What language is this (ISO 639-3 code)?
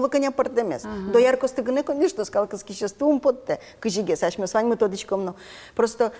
udm